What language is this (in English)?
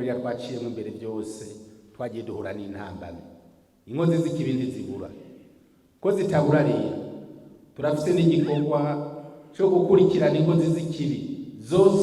Rundi